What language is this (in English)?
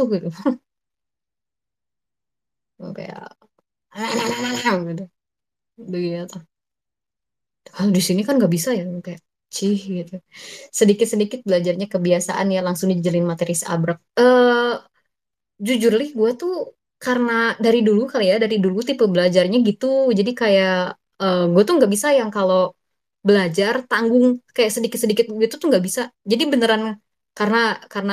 Indonesian